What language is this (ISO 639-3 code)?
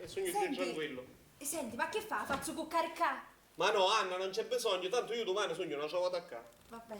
scn